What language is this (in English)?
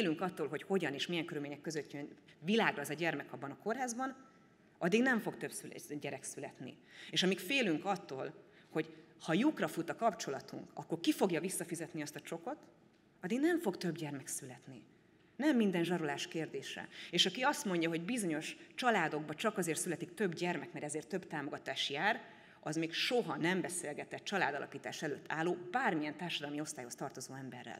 Hungarian